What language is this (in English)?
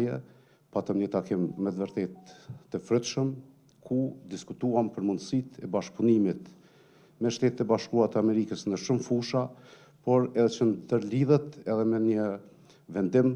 Albanian